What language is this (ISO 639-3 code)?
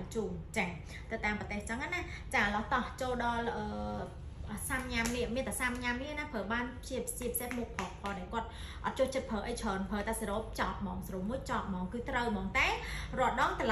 khm